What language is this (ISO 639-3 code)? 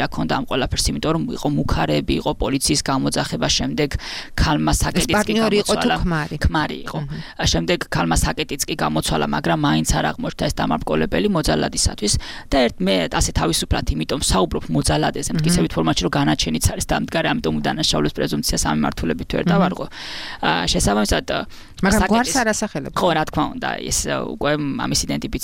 kat